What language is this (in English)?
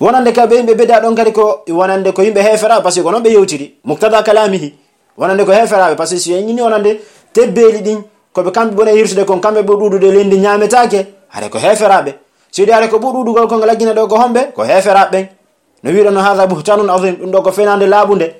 Pular